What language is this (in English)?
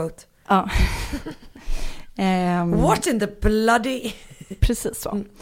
Swedish